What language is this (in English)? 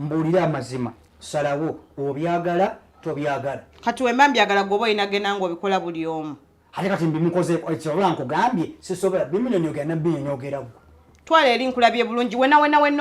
Ganda